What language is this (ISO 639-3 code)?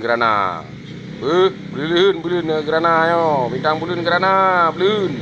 ace